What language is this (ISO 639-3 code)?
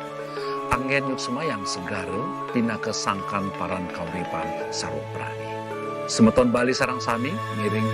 ban